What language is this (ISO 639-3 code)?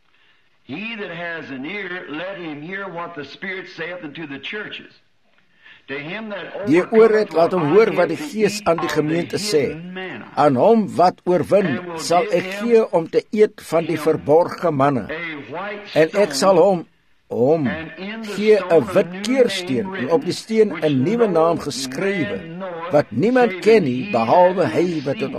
afr